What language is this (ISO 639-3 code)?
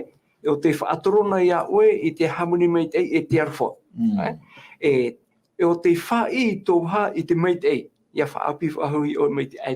tah